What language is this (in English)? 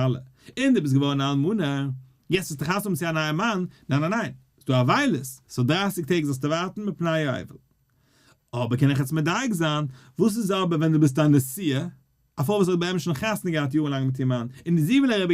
Yiddish